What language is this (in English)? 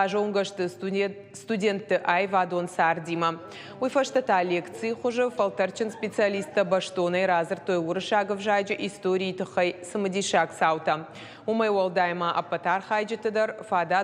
Ossetic